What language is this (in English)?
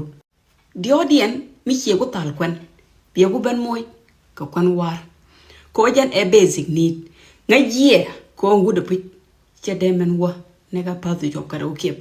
Nuer